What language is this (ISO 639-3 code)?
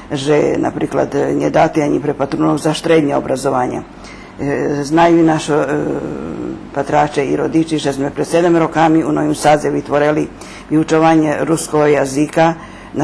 rue